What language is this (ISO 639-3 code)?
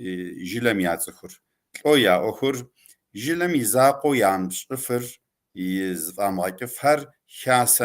kbd